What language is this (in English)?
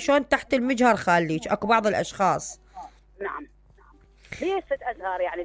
Mesopotamian Arabic